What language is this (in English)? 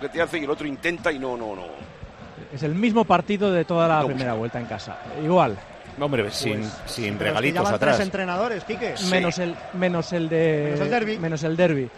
Spanish